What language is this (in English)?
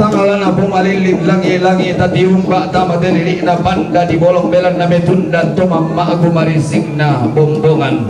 Toraja-Sa'dan